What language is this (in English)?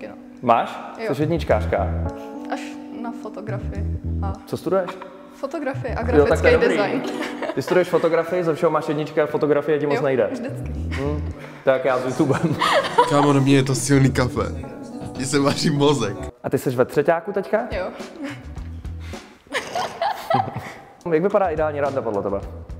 Czech